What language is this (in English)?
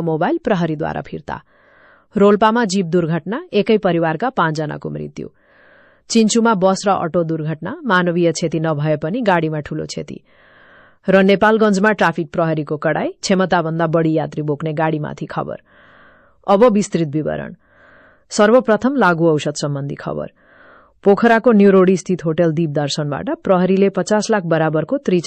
Nepali